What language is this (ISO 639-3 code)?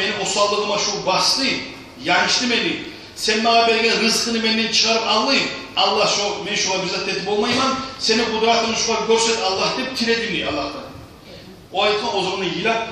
kum